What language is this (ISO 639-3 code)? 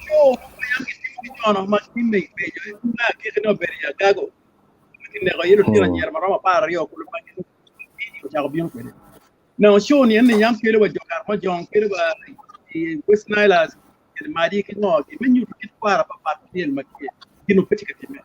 ach